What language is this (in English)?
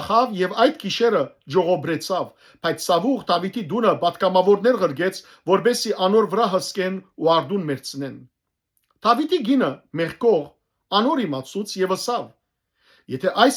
Western Armenian